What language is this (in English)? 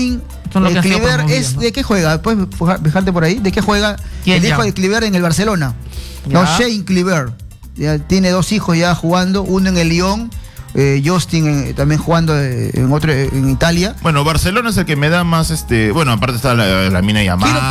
Spanish